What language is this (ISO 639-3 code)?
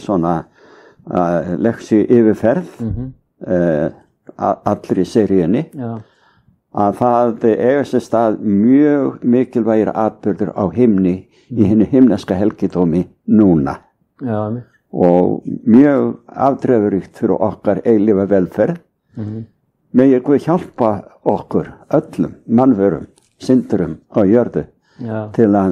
isl